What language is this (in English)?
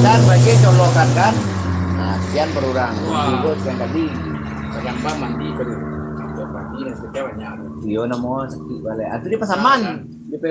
Minangkabau